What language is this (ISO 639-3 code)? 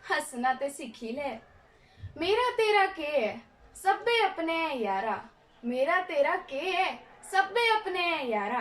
doi